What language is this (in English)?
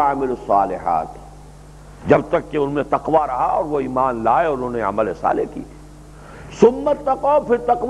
Urdu